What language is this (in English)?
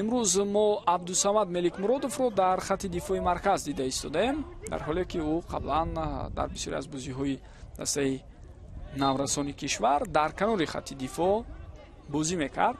Tajik